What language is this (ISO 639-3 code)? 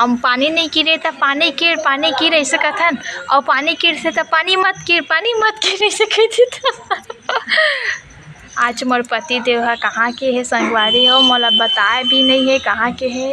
hne